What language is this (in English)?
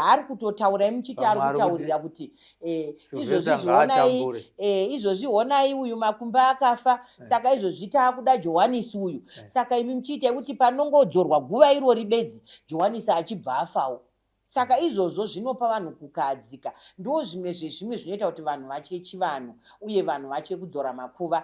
Shona